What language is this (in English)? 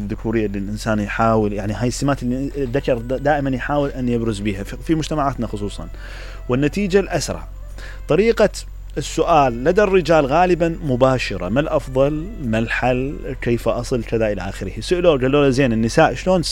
Mesopotamian Arabic